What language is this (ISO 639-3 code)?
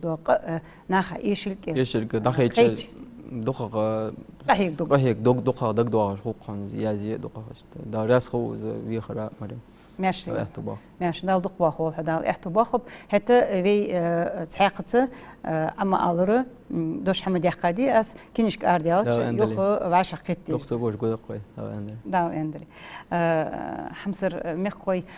inh